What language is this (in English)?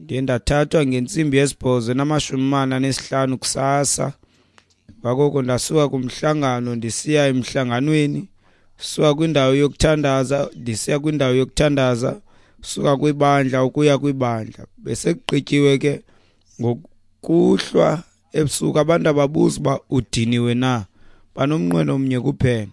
Xhosa